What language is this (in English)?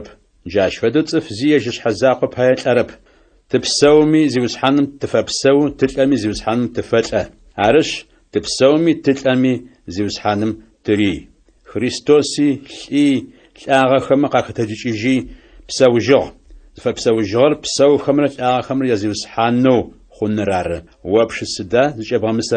Adyghe